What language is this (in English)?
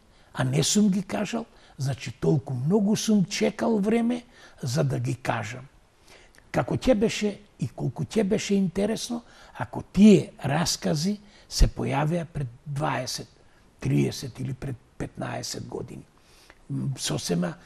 Macedonian